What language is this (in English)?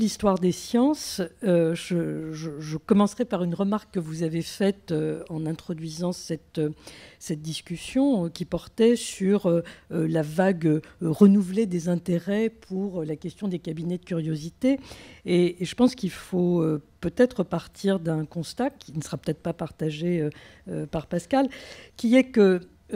French